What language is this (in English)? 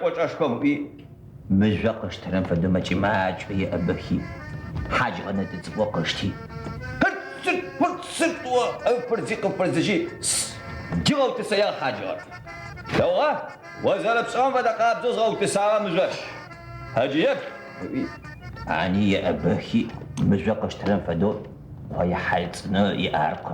Adyghe